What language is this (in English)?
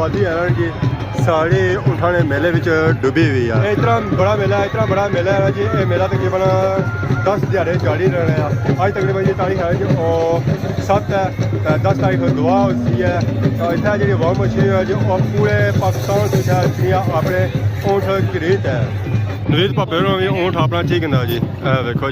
Pahari-Potwari